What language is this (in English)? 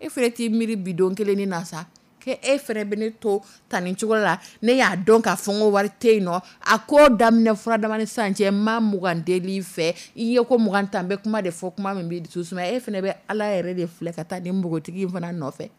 Dyula